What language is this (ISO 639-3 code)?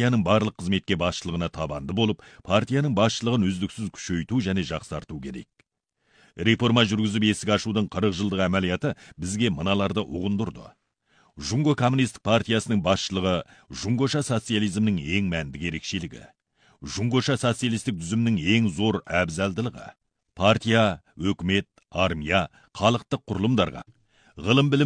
kaz